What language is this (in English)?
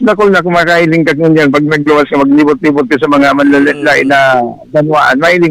Bikol